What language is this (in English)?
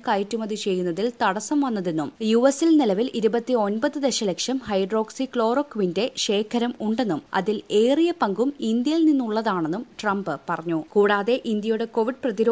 Malayalam